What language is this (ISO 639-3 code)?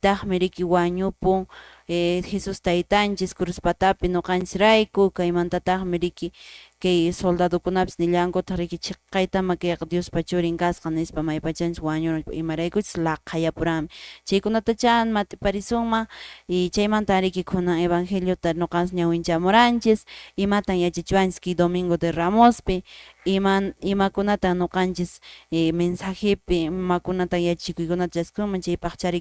que